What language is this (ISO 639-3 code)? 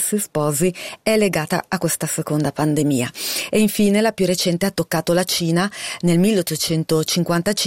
ita